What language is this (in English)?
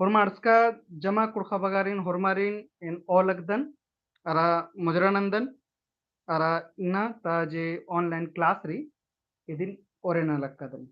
Kurukh